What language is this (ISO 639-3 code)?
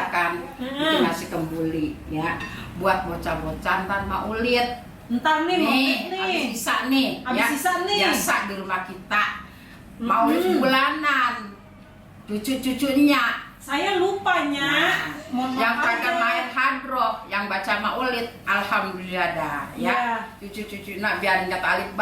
bew